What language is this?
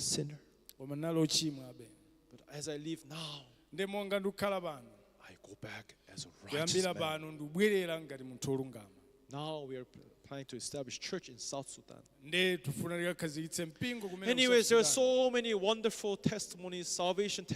Nyanja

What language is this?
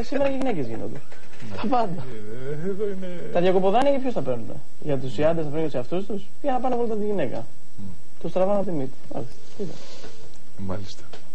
Greek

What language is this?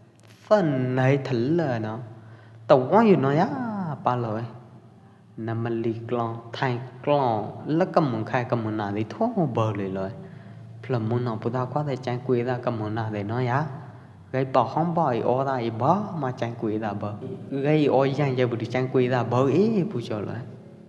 Pwo Eastern Karen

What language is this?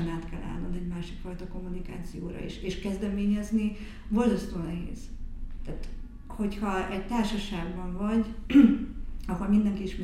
Hungarian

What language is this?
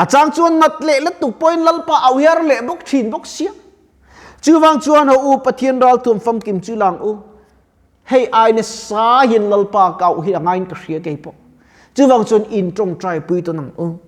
Mizo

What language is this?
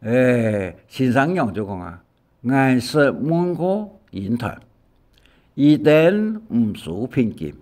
Hakka Chinese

